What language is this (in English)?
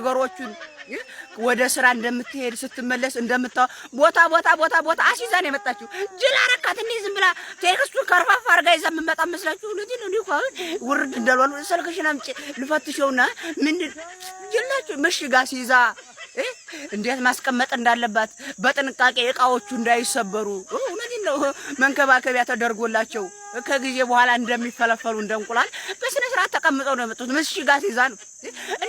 Amharic